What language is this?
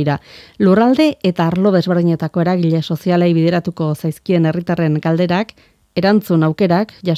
Basque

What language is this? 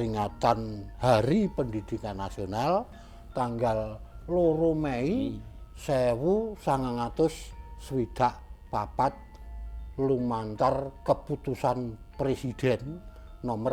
Javanese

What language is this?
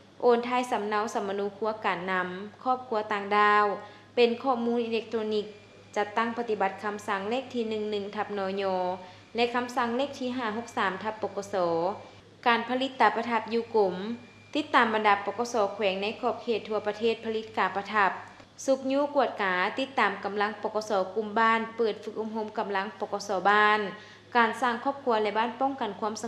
Lao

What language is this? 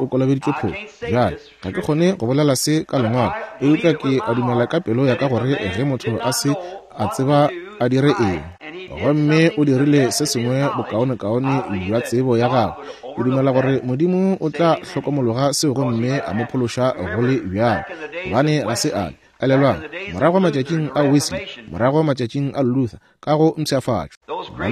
Northern Sotho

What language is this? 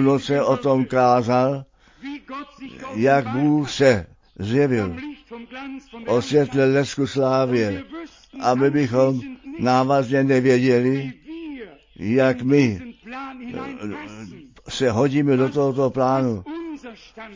Czech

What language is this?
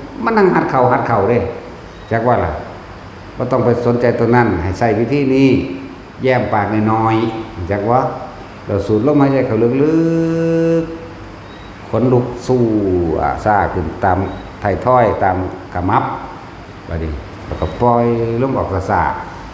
Northeastern Thai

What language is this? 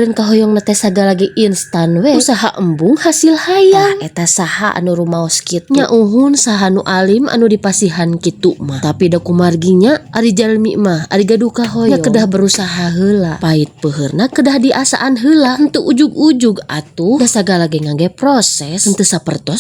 Sundanese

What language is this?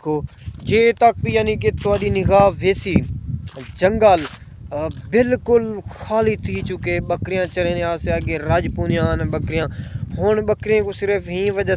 Saraiki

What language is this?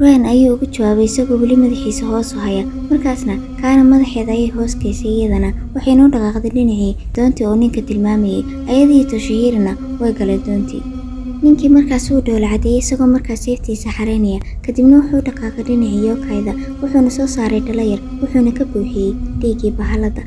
Somali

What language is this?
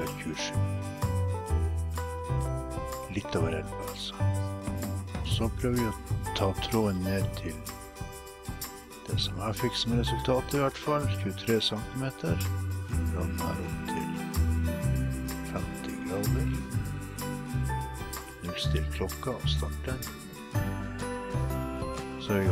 Norwegian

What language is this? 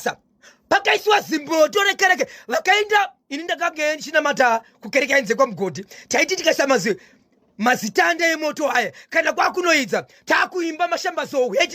Shona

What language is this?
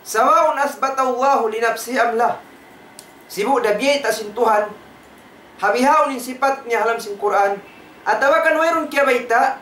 Tausug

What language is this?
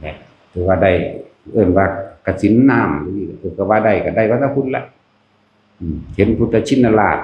Northeastern Thai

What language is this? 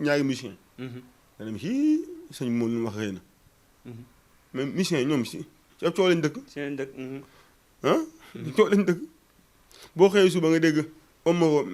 Wolof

